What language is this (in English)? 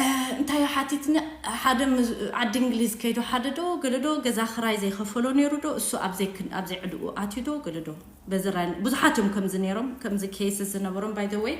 Tigrinya